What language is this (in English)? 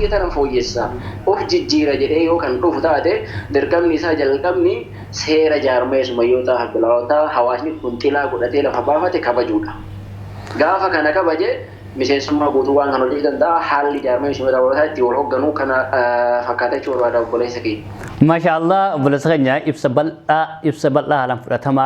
Oromo